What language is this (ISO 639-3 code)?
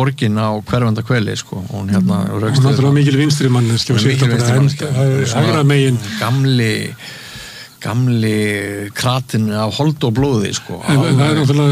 isl